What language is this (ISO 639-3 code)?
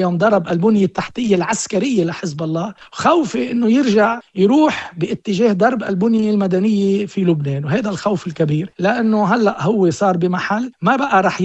apc